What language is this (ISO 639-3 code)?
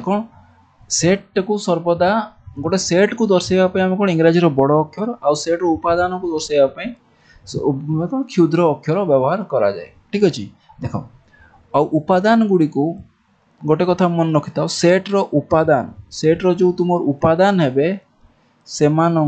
ori